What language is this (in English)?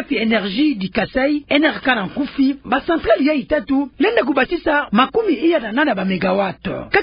Kituba (Democratic Republic of Congo)